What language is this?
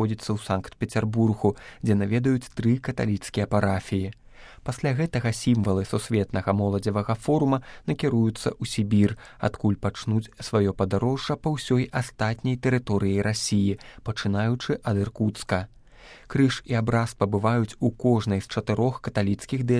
Belarusian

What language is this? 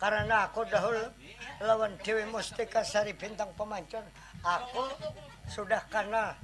Banjar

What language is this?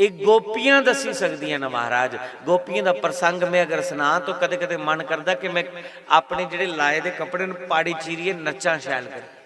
Dogri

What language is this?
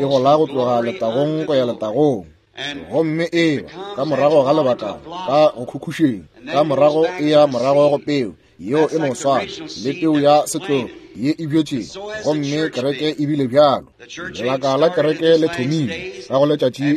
Northern Sotho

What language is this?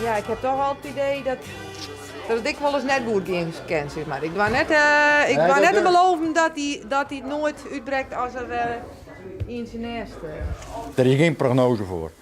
Western Frisian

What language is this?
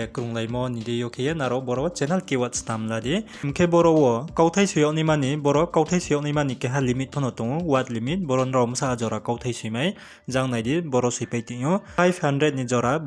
Riang (India)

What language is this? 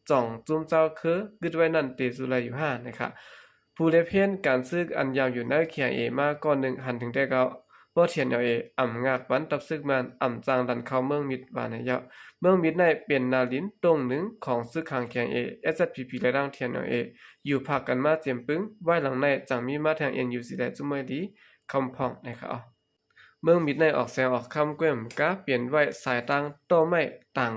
Shan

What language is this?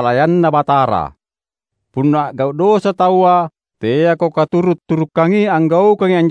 Makasar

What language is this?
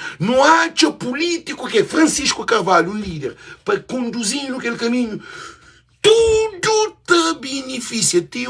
Kabuverdianu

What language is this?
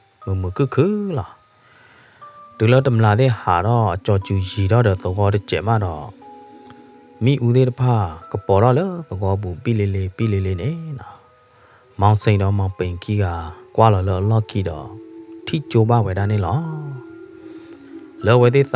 S'gaw Karen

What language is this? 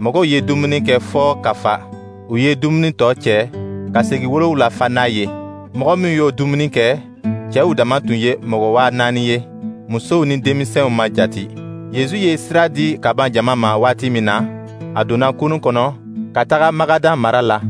Dyula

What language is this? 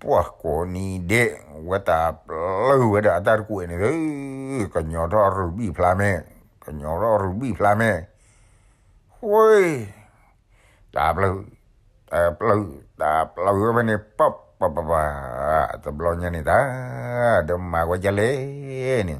S'gaw Karen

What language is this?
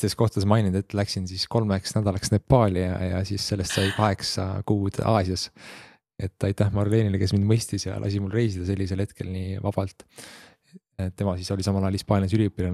Estonian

